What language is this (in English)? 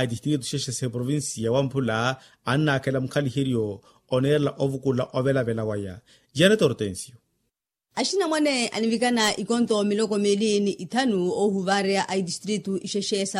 Makhuwa